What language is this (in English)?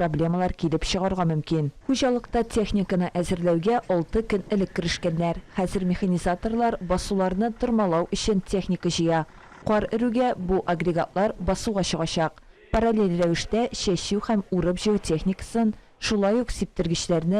Tatar